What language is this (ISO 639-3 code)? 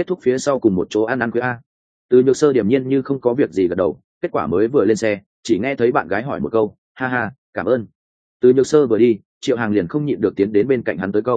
vie